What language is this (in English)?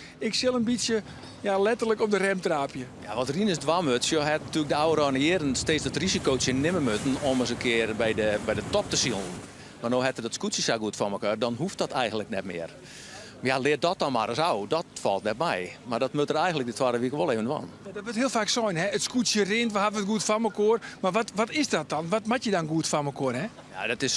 Western Frisian